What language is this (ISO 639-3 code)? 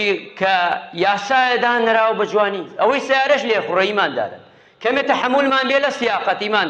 ckb